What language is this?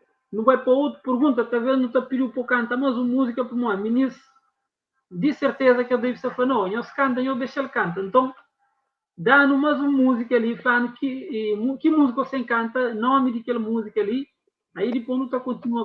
Kabuverdianu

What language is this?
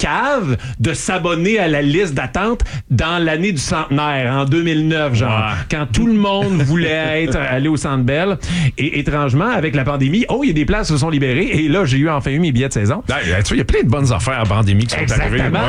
French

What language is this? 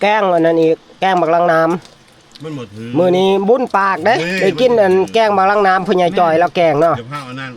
Northeastern Thai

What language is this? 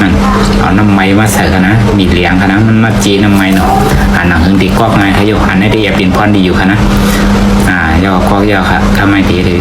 Shan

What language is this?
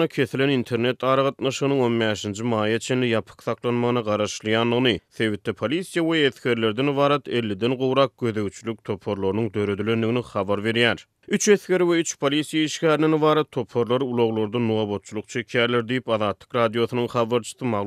Turkmen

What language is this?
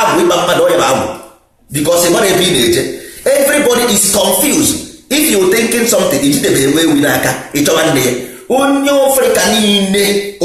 Igbo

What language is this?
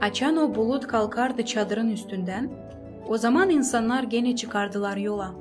Gagauz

